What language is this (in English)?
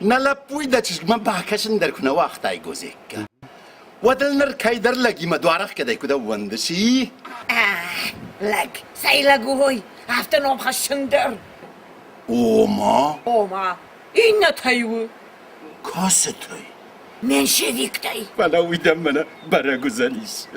Ossetic